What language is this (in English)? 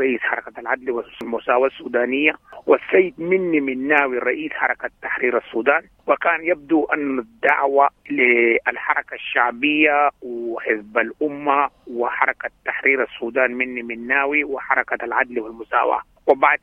Sudanese Arabic